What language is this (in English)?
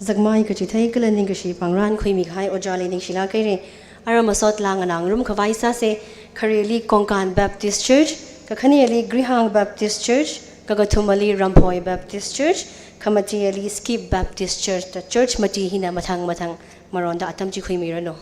Tangkhul Naga (India)